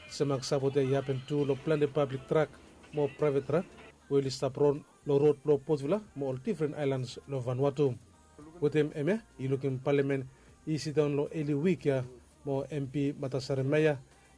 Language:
Bislama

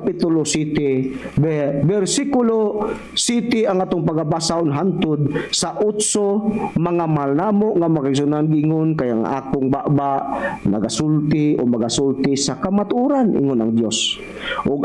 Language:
Cebuano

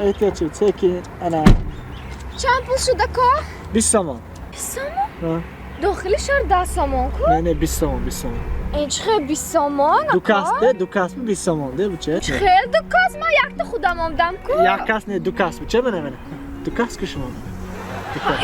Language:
Tajik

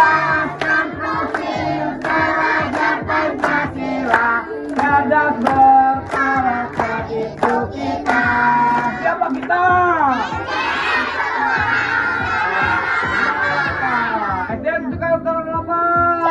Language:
Indonesian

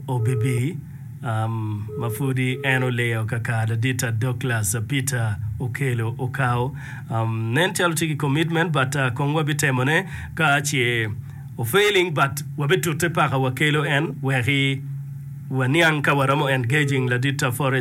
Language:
Acoli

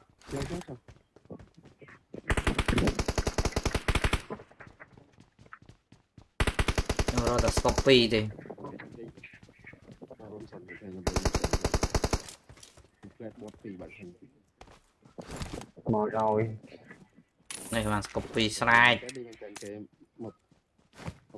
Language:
Vietnamese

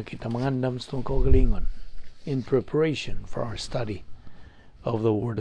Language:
Cebuano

